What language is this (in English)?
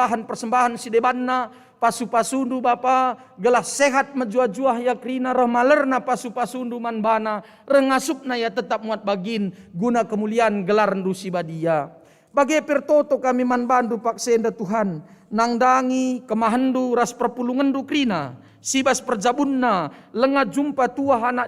Batak Karo